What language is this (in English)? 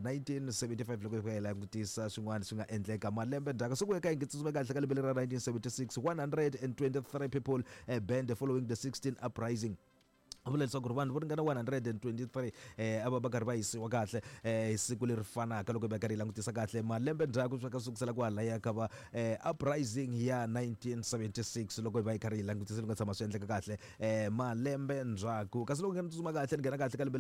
Tsonga